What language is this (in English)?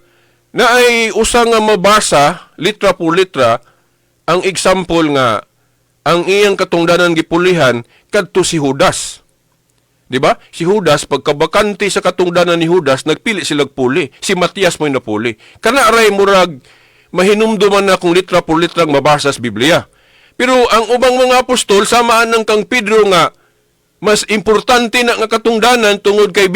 Cebuano